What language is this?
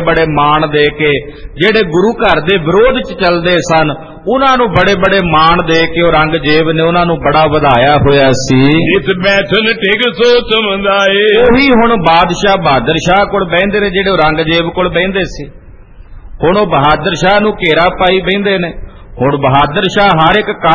Punjabi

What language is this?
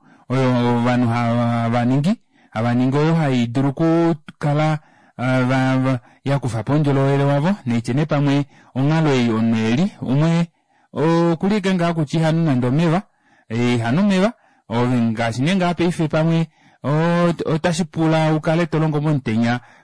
Kuanyama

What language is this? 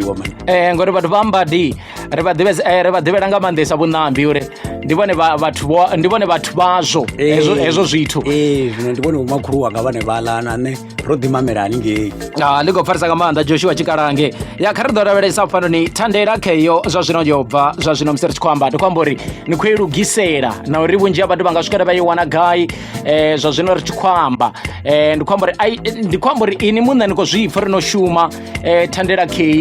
Venda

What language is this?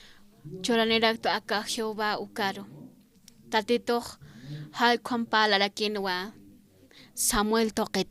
Aymara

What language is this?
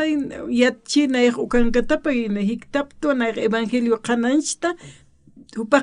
Aymara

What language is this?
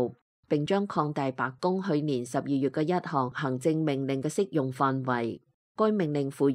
Cantonese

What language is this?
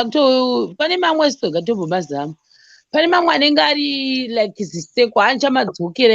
Shona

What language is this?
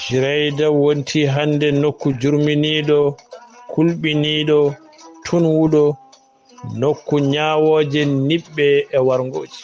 Fula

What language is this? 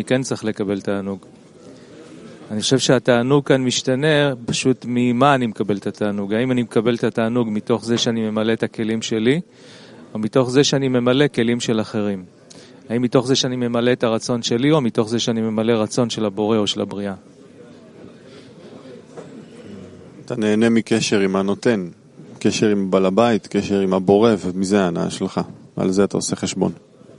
Hebrew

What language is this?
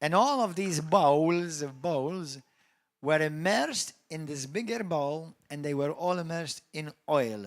English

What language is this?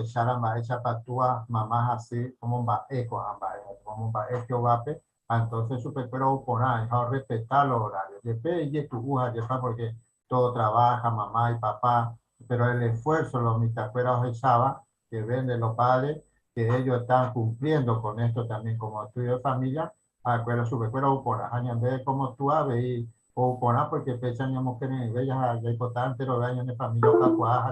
Guarani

